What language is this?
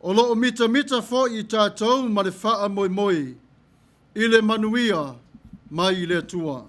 Samoan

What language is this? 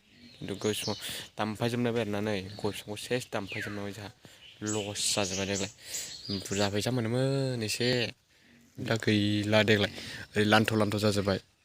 Bodo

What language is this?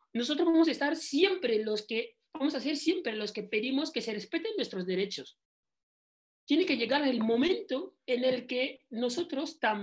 Spanish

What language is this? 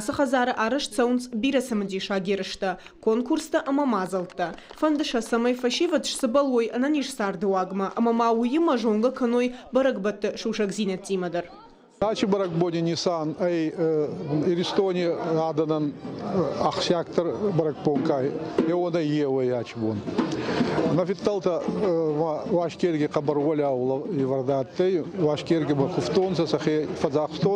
Ossetic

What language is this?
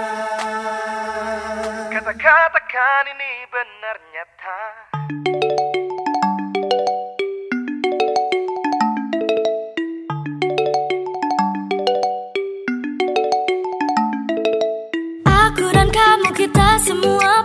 Indonesian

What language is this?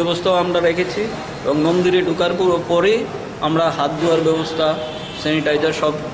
Bangla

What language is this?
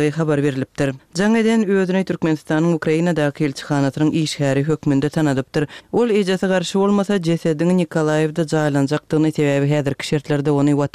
Turkmen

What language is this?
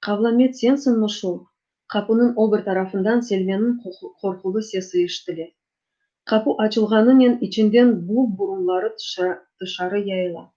Crimean Tatar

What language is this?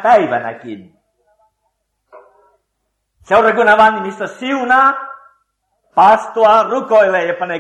Finnish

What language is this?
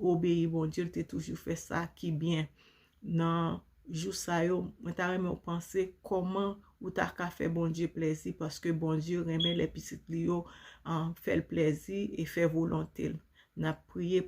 Haitian Creole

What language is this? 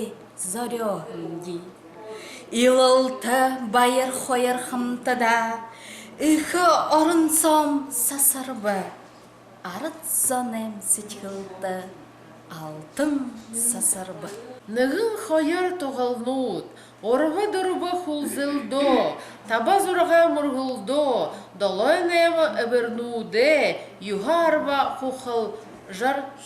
Buriat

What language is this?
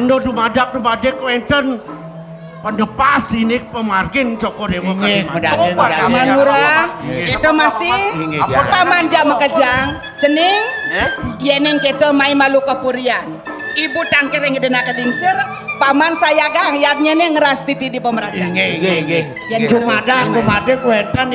Balinese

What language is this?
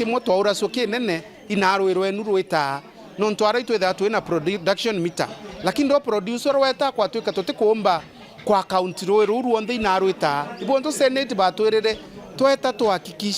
Meru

